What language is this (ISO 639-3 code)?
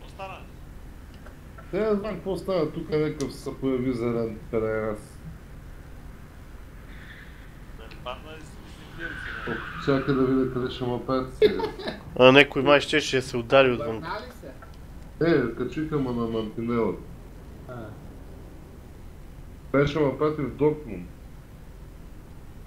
bul